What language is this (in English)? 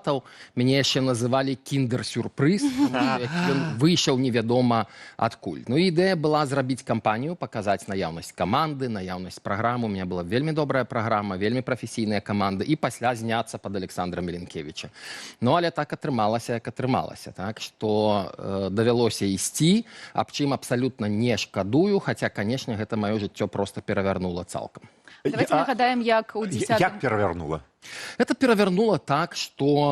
Belarusian